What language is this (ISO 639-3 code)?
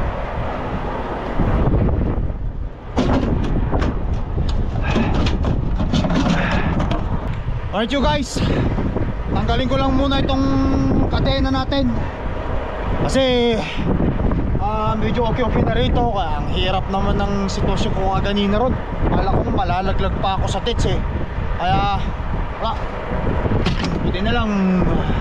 fil